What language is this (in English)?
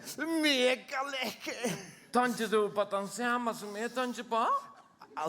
Faroese